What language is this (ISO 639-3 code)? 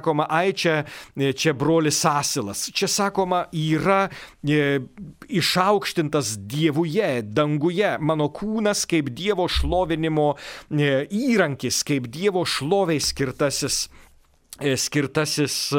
lit